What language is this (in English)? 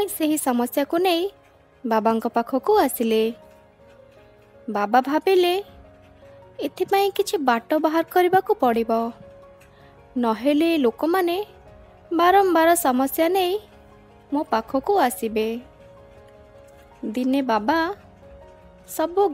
Odia